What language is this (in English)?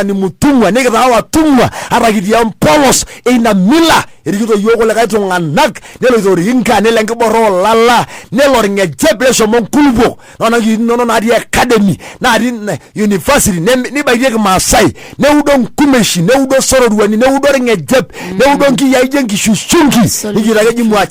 Masai